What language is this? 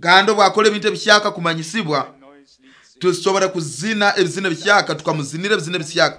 Nyoro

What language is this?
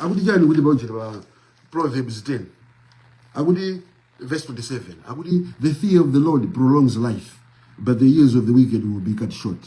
Nyanja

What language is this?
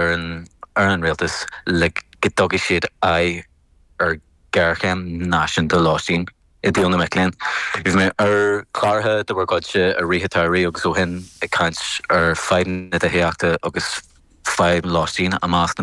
Irish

